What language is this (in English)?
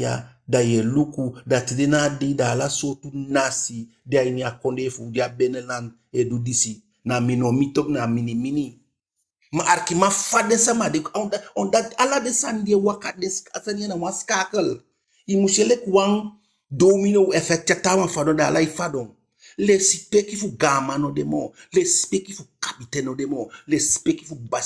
Eastern Maroon Creole